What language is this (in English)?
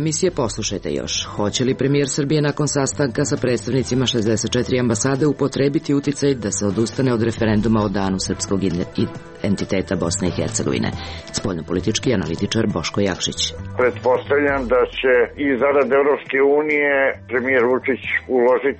Serbian